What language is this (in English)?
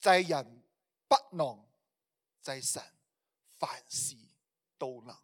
Cantonese